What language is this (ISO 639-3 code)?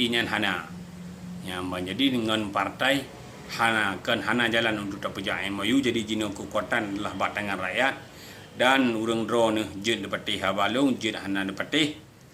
ace